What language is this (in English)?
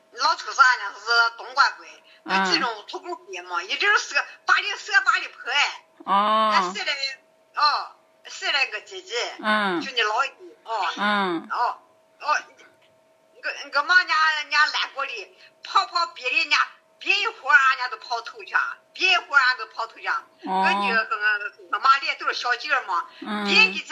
Chinese